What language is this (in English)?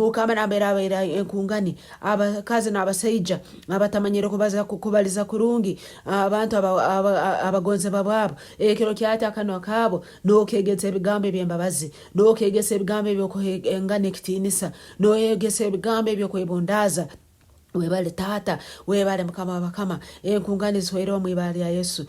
Nyankole